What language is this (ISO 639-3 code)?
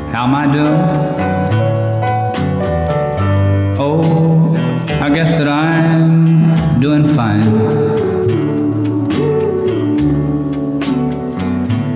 eng